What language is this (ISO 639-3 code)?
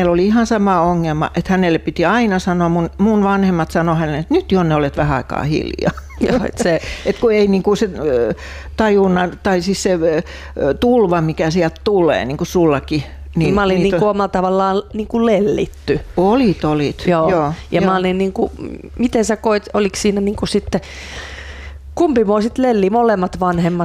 fin